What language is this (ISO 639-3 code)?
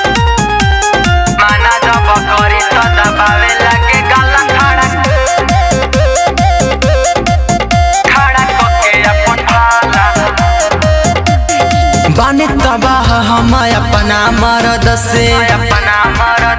bho